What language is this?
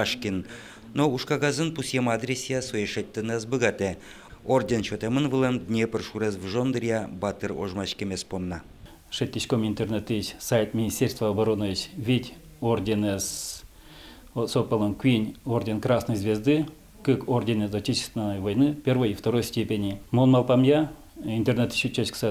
Udmurt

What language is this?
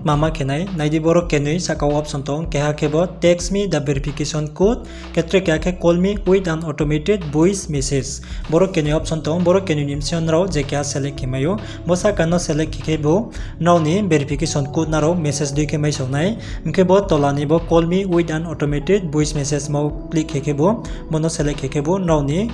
Riang (India)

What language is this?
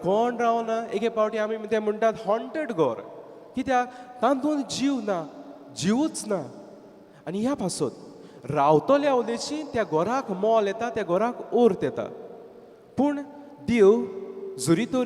Konkani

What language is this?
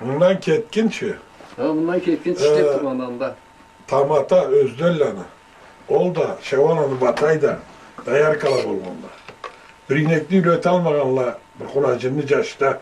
Karachay-Balkar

